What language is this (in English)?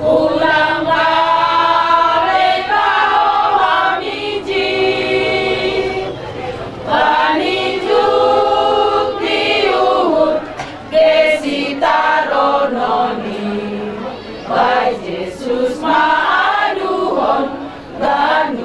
Batak Simalungun